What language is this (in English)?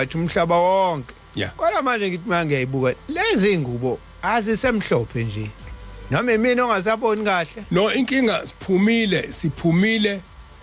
Zulu